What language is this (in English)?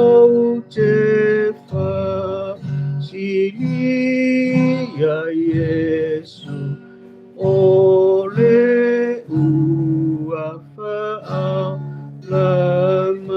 Samoan